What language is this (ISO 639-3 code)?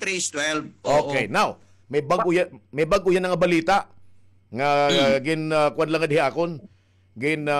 war